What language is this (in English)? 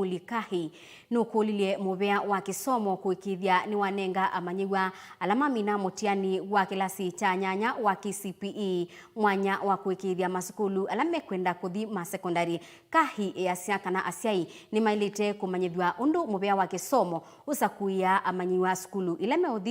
Kamba